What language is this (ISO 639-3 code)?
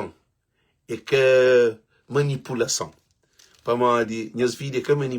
kea